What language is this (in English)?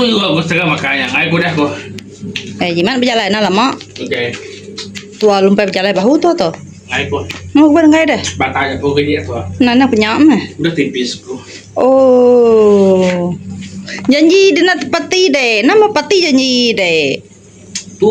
Iban